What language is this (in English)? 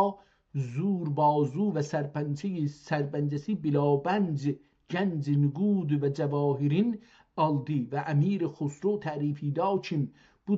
South Azerbaijani